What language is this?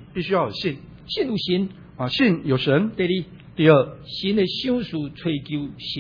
Chinese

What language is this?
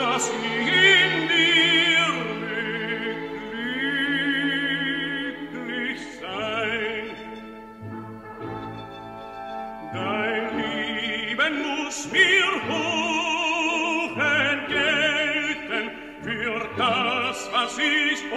German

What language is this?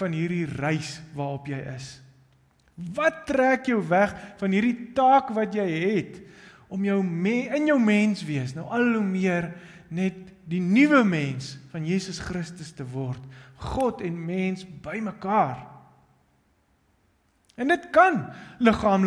Afrikaans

